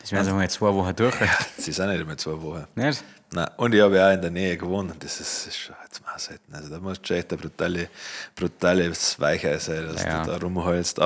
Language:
Bavarian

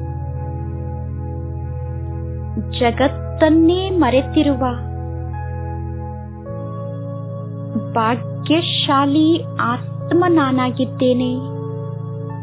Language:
Kannada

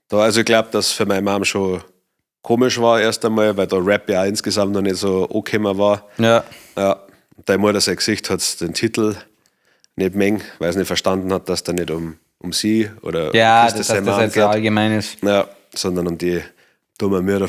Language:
Bavarian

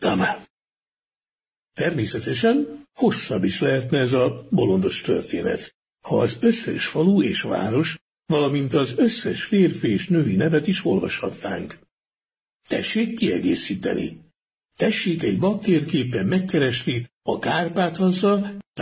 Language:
Hungarian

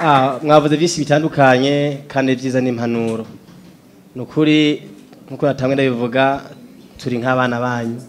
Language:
Rundi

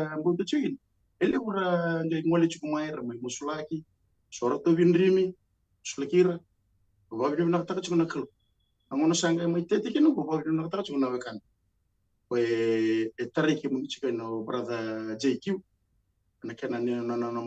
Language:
Fijian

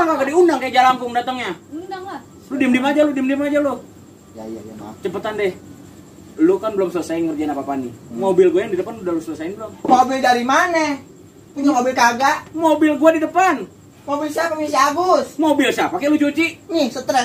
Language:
Betawi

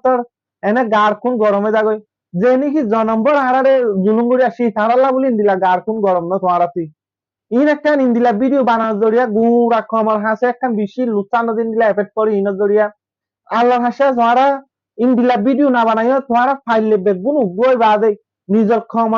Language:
Rohingya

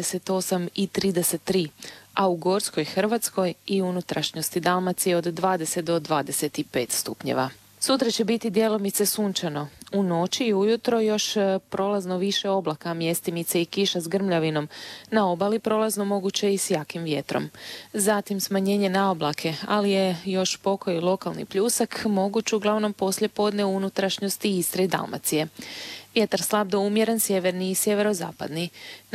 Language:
Croatian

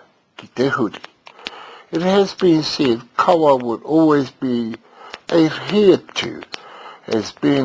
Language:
Māori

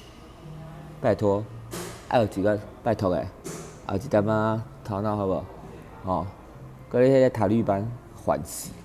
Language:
Min Nan Chinese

